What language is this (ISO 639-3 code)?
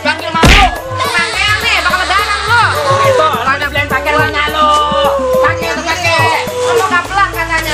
bew